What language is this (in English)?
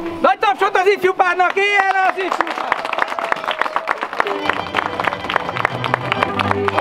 Hungarian